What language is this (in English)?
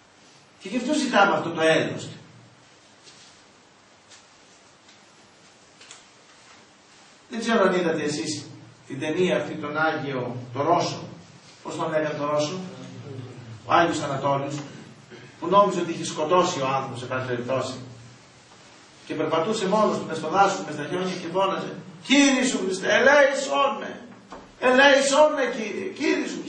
Greek